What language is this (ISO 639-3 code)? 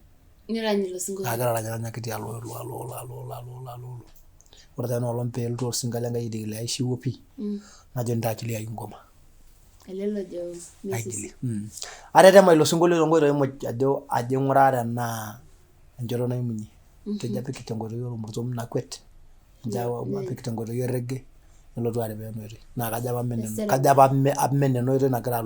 mas